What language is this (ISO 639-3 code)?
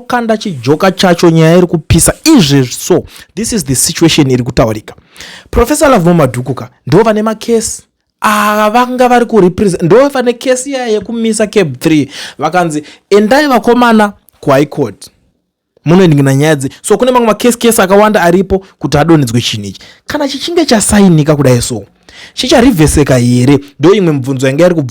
sna